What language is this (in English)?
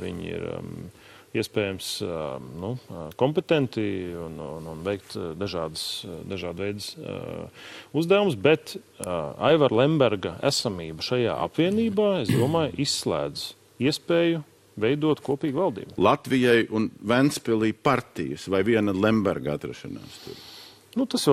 Latvian